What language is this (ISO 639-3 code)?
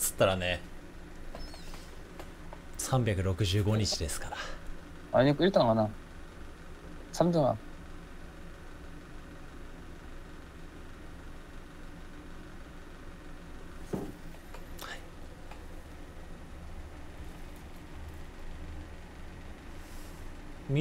jpn